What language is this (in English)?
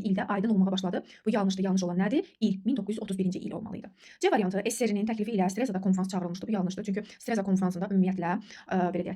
Azerbaijani